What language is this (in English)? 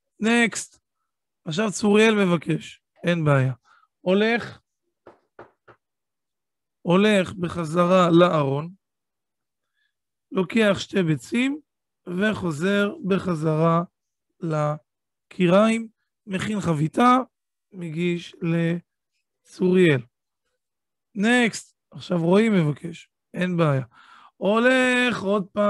Hebrew